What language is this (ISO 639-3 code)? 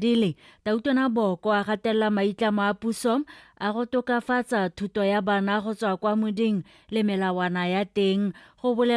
tsn